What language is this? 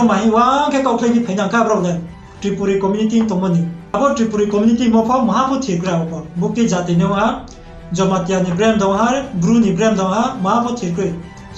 Riang (India)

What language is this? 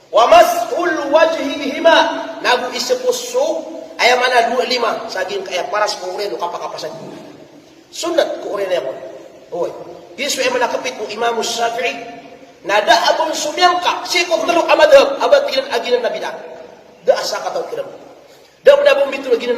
Maranao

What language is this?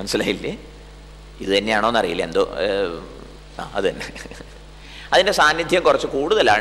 Malayalam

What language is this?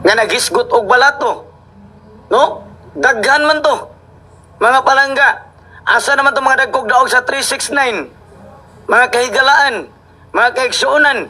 Cebuano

